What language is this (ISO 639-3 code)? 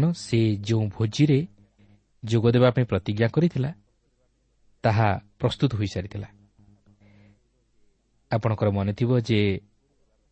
ori